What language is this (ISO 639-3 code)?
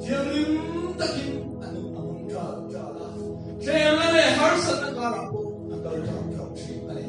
lus